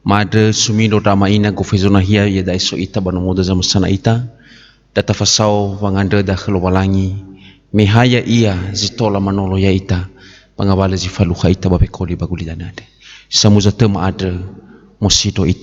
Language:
Nias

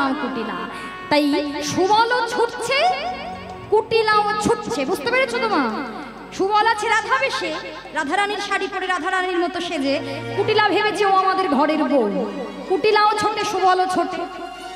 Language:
Bangla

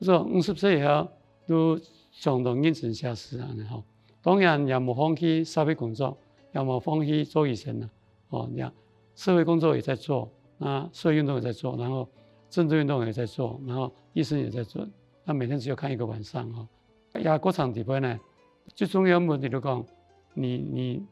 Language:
Hakka Chinese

